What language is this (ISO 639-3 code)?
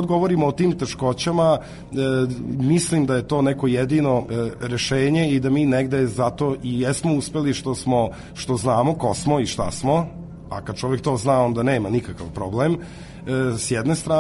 srp